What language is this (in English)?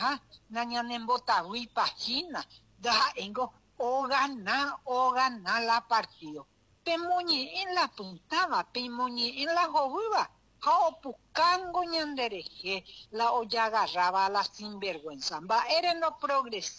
Guarani